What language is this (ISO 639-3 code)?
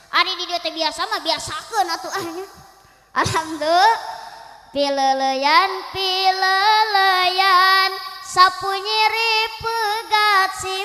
sun